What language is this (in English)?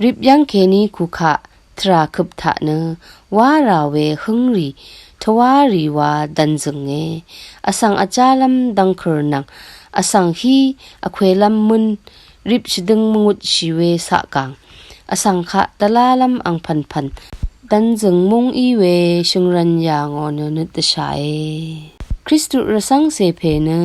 Rawang